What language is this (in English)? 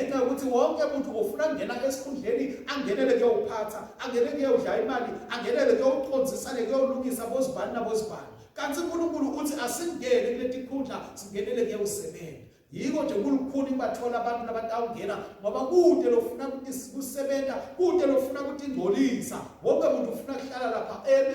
Swati